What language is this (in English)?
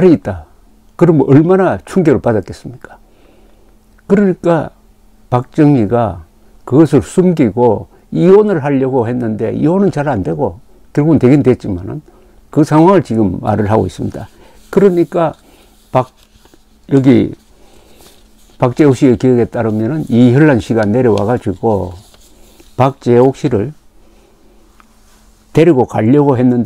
Korean